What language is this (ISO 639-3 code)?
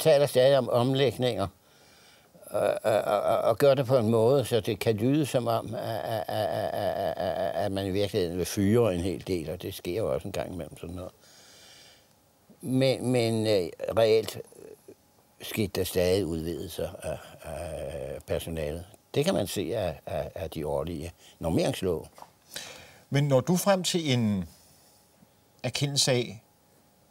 dan